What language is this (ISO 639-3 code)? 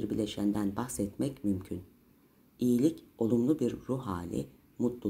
tur